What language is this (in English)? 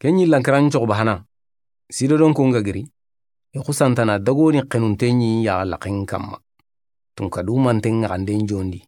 Soninke